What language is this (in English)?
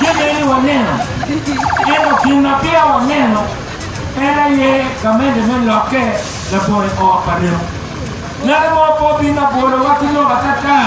Acoli